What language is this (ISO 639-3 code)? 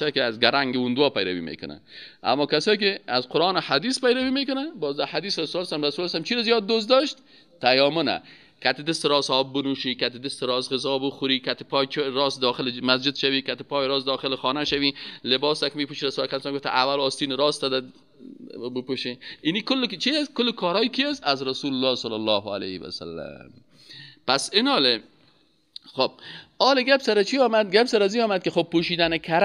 fas